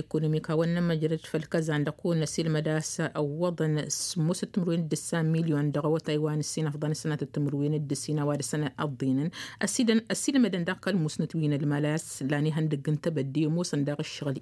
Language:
Tamasheq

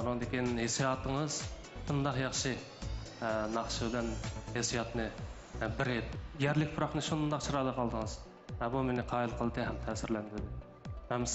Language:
Uyghur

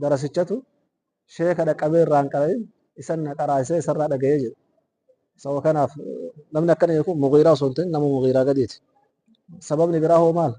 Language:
Oromo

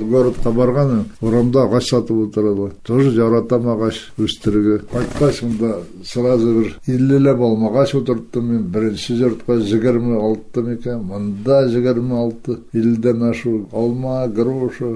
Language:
Bashkir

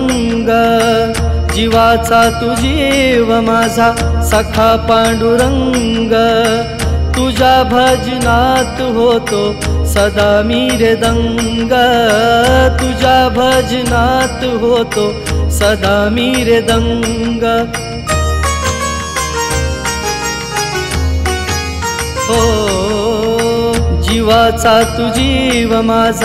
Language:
Marathi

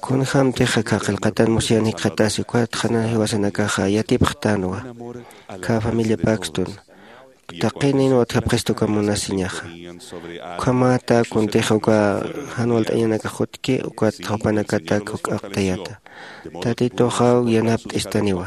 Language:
Aymara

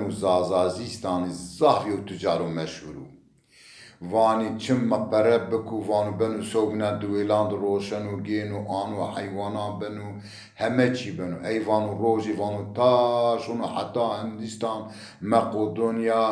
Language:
Zaza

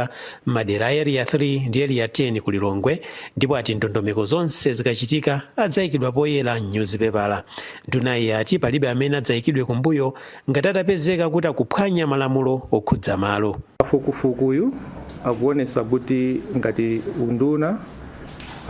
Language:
Nyanja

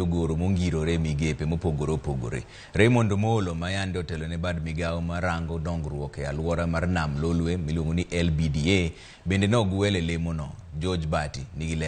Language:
Luo (Kenya and Tanzania)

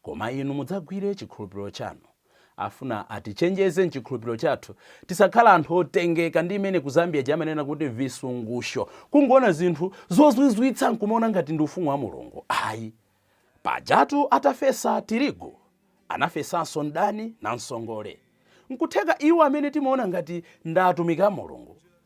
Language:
Nyanja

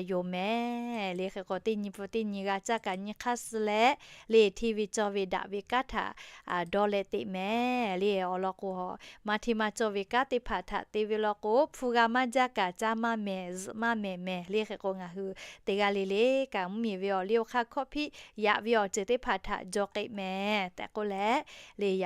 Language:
Lahu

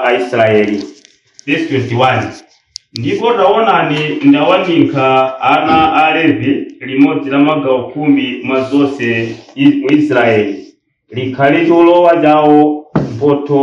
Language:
Nyanja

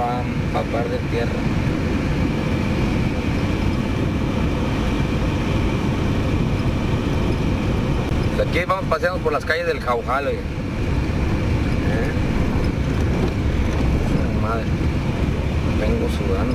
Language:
Spanish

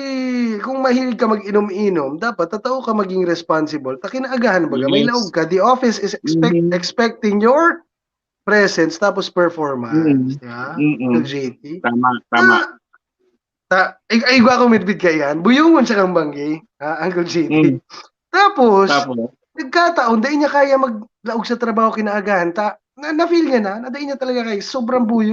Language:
Bikol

